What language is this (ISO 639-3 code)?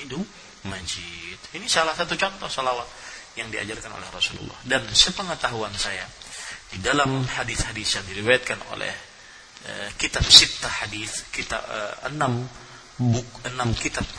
ind